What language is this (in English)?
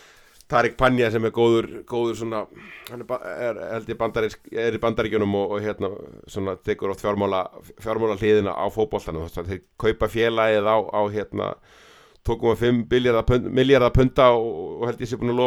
Icelandic